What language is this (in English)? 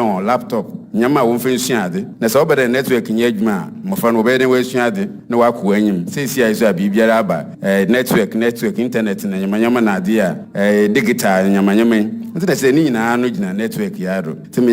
Akan